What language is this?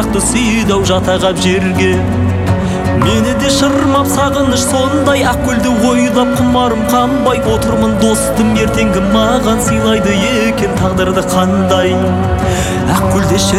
Kazakh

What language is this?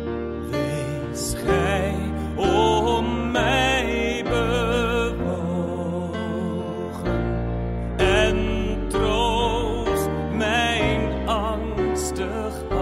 Dutch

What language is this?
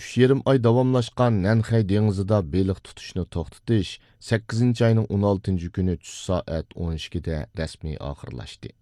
Uyghur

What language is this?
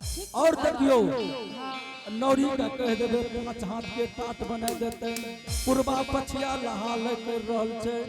Angika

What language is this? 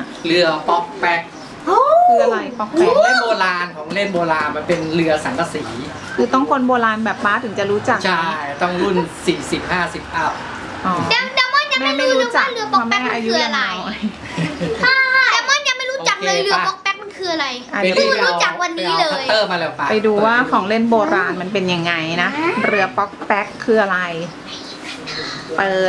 Thai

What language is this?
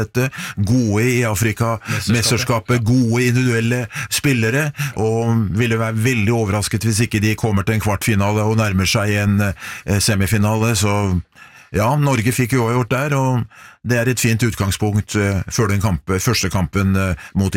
Norwegian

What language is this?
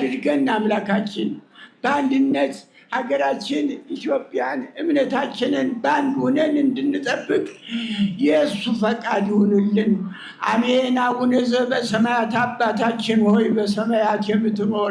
Amharic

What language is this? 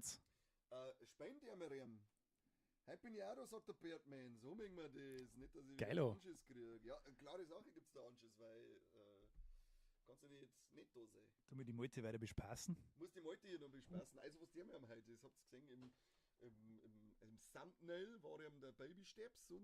Bavarian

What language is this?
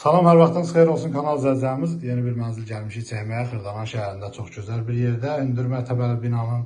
Azerbaijani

